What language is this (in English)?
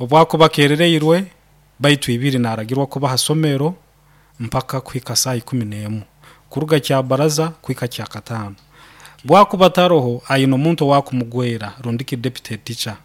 Nyankole